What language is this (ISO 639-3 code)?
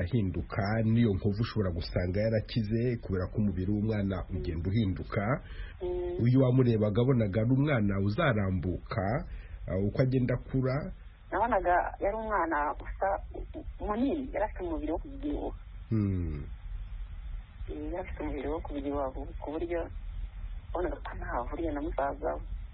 kin